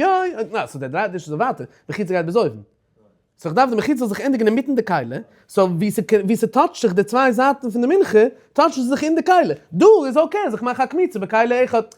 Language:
Yiddish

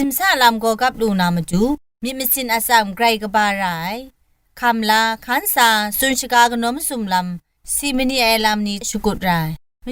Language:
Kachin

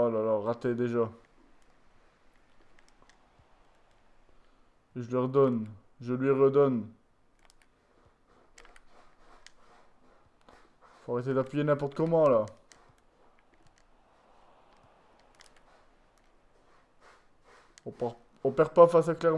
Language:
French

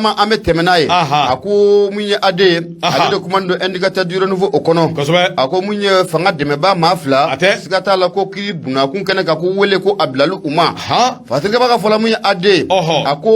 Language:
Bambara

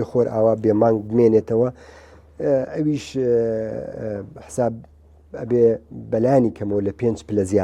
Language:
Central Kurdish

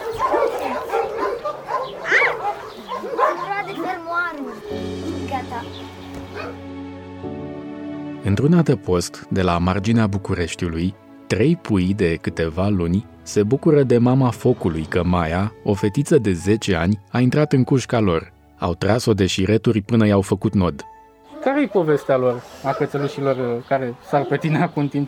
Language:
Romanian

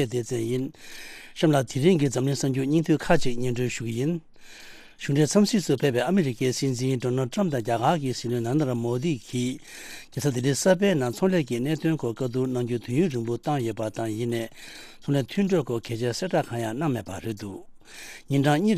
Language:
Tibetan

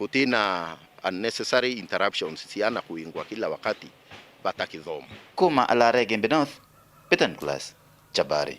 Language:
Meru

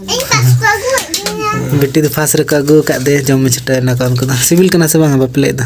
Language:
Santali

